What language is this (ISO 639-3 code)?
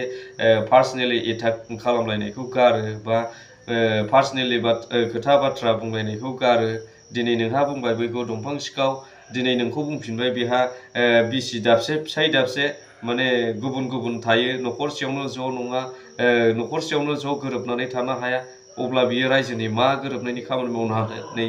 brx